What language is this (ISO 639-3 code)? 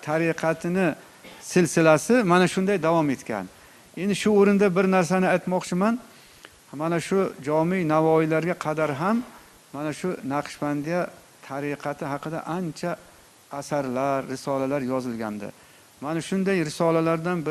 uzb